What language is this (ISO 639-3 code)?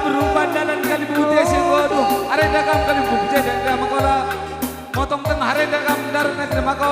btx